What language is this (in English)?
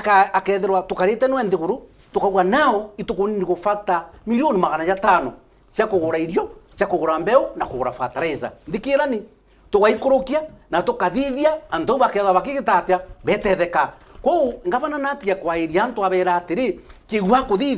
Meru